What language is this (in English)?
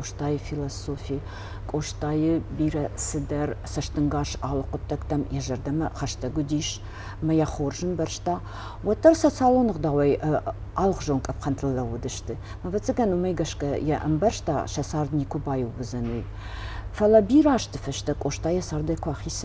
Ossetic